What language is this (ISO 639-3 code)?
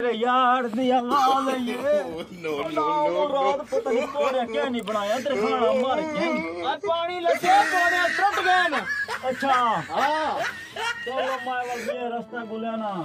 skr